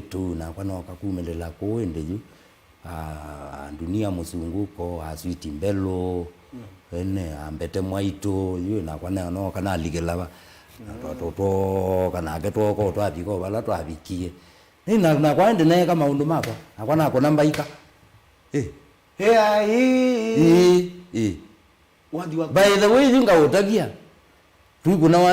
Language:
Kamba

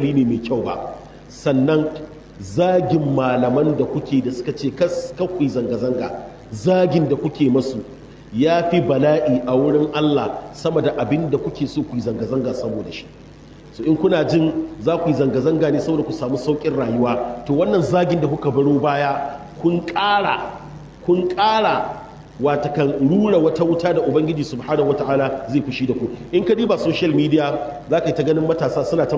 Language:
Hausa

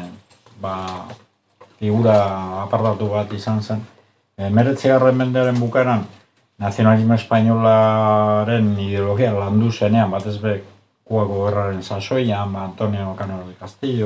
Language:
Basque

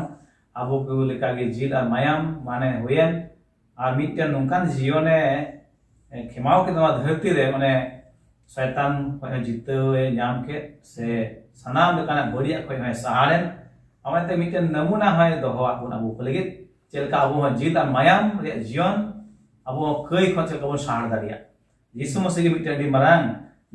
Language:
Santali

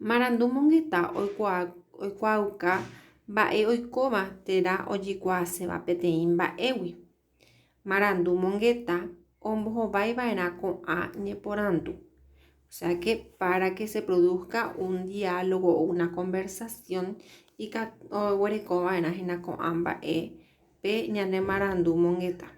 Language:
Guarani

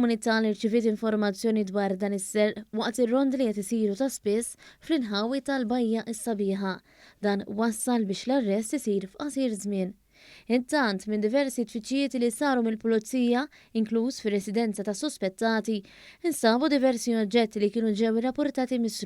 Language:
Maltese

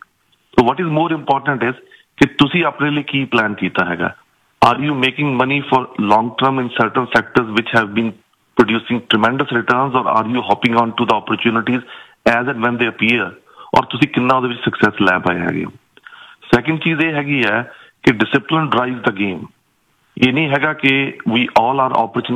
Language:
Punjabi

